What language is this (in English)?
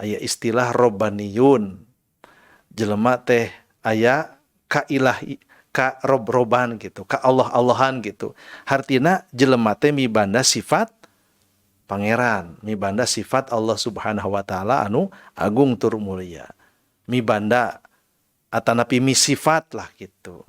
Sundanese